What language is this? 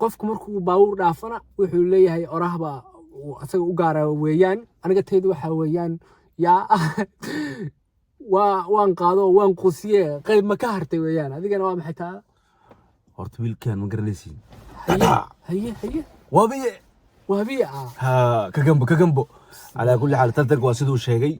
Somali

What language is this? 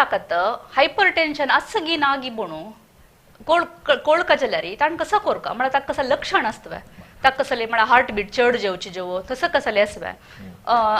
Konkani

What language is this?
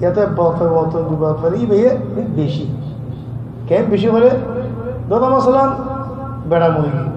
Rohingya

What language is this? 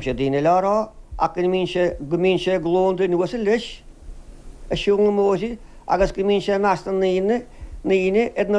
Irish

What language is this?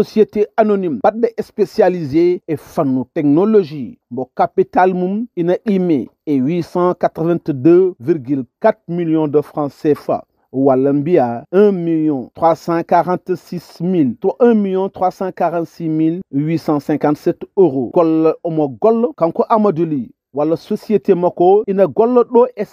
Fula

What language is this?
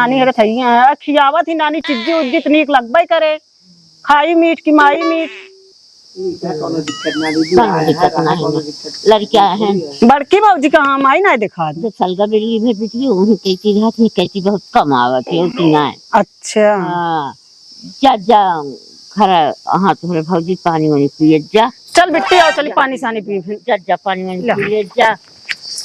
Awadhi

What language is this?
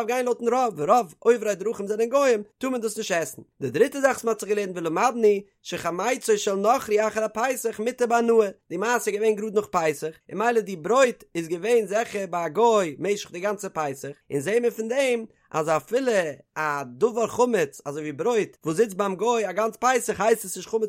Yiddish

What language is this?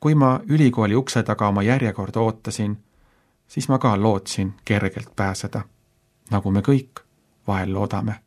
Estonian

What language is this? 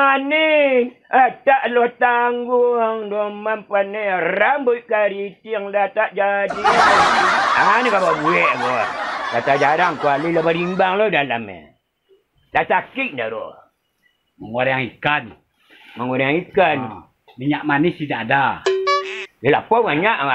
Minangkabau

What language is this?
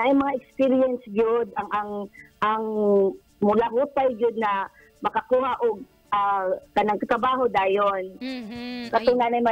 Cebuano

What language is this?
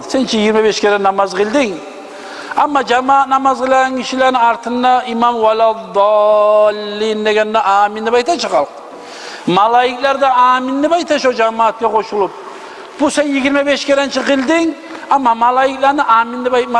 Kumyk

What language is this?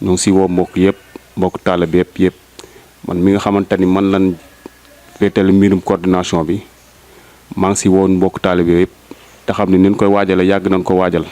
Wolof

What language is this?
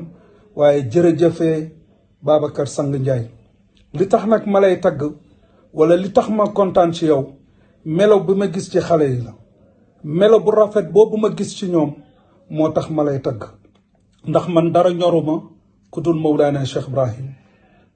Wolof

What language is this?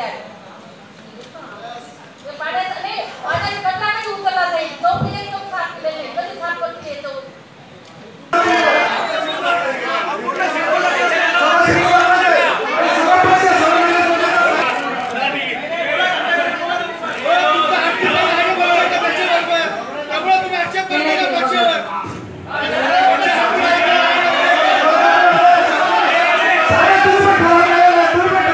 Marathi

